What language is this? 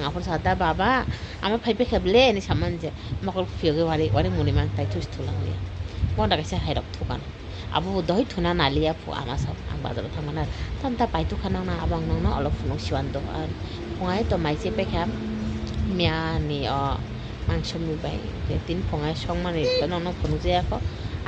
Kok Borok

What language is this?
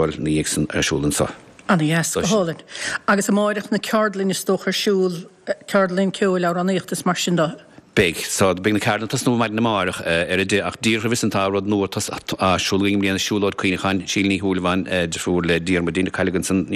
Irish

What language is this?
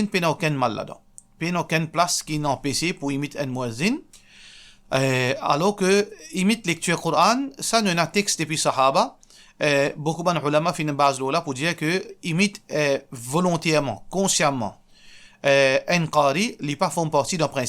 Morisyen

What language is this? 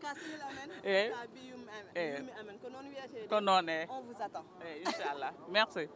Fula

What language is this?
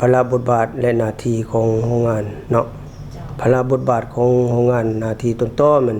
Lao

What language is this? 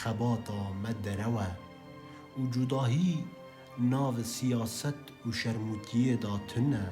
Kurdish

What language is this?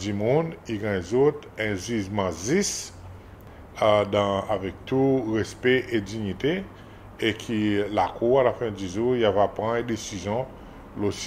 Seselwa Creole French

